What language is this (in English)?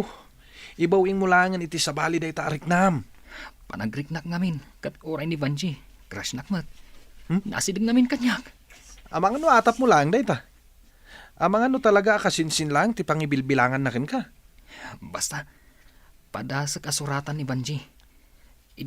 Iloko